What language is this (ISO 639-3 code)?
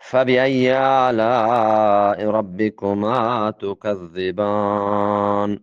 bgp